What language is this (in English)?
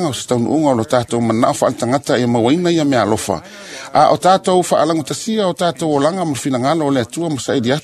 Samoan